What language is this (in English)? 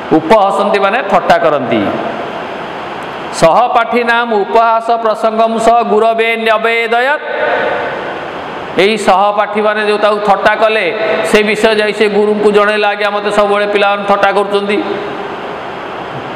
Odia